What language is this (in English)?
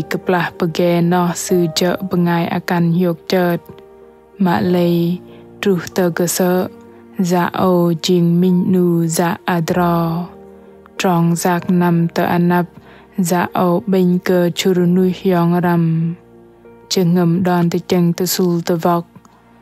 Bahnar